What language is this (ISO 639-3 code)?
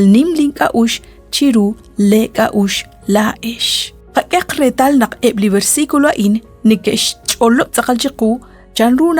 kek